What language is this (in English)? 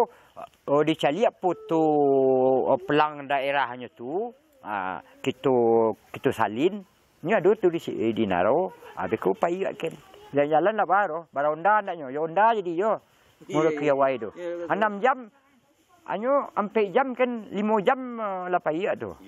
Minangkabau